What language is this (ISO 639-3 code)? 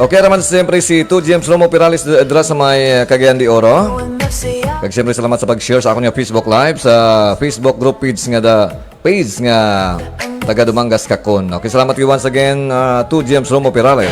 hil